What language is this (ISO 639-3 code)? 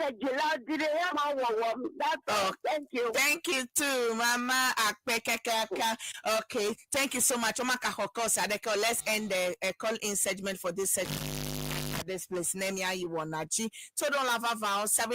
ewe